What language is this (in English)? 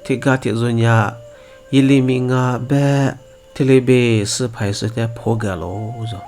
Lisu